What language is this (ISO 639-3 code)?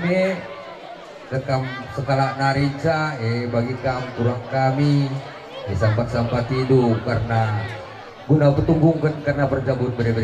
btx